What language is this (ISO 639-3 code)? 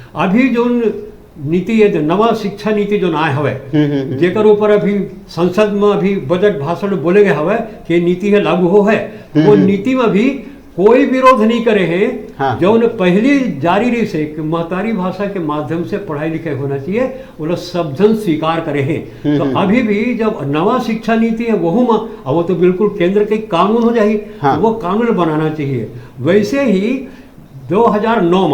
hne